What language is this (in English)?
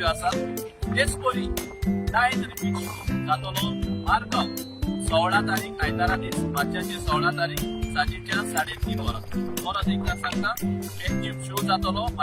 Konkani